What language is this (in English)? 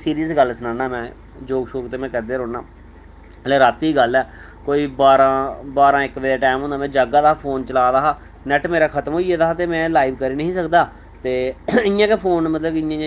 Dogri